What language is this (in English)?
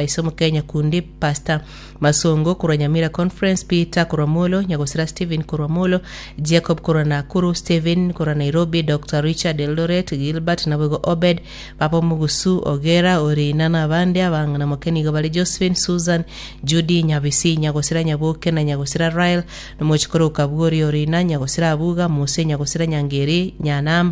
Gusii